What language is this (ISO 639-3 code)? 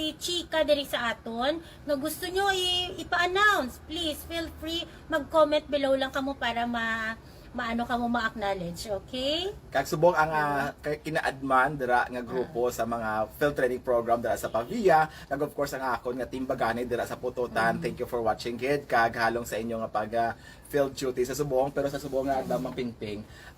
hil